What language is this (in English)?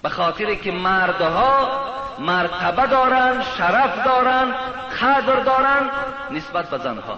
Tajik